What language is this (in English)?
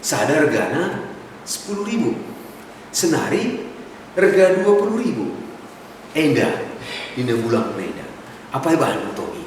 Batak Karo